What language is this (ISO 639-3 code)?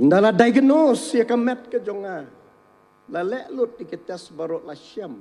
kha